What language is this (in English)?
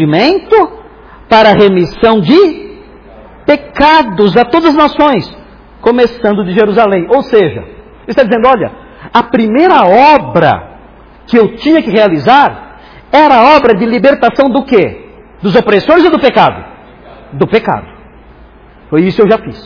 Portuguese